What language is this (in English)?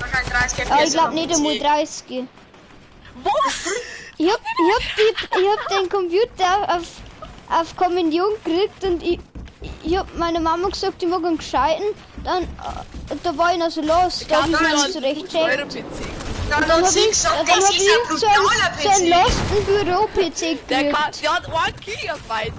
Bavarian